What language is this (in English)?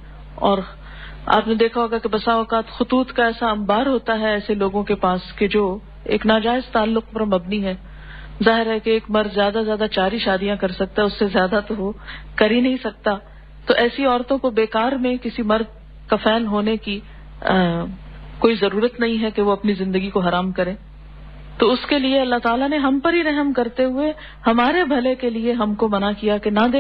Urdu